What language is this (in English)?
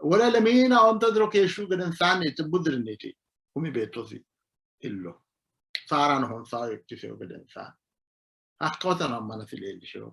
Sidamo